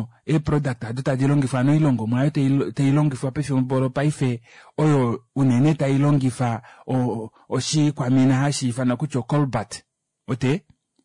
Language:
Kuanyama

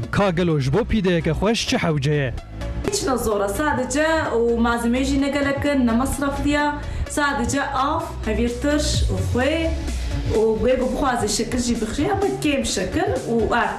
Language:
Kurdish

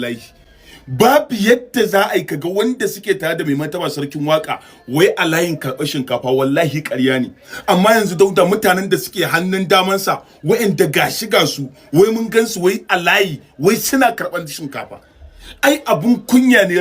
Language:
Hausa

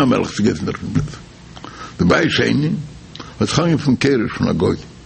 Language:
Yiddish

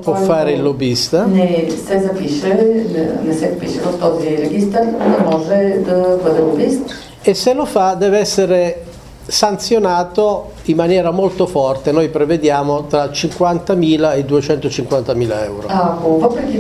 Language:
Bulgarian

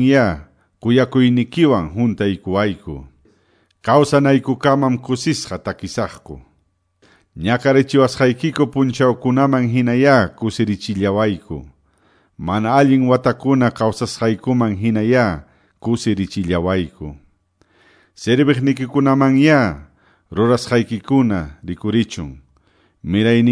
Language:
Quechua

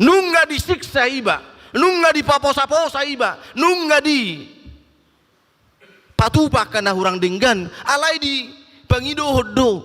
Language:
Batak Toba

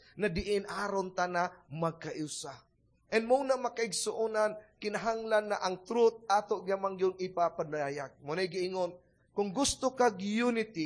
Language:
Cebuano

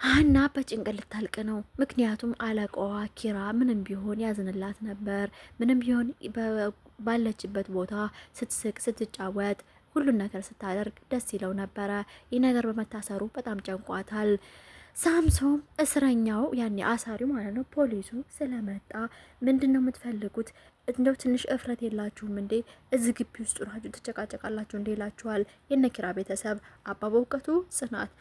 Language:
Amharic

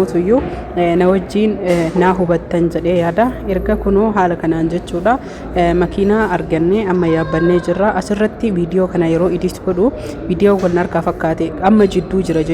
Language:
Oromo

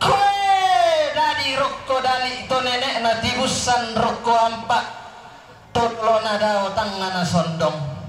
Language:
Toraja-Sa'dan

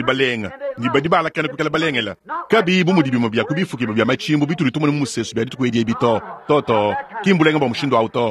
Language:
Luba-Lulua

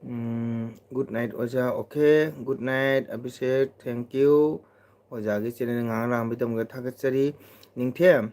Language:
Manipuri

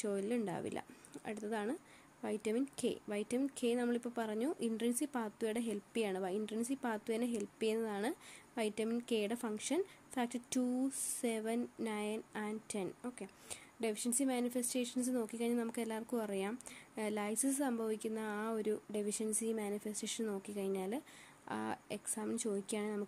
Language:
Malayalam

